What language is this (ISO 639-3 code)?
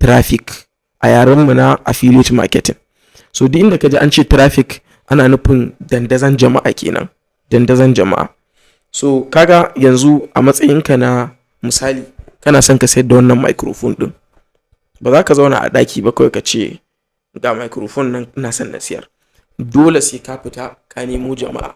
hau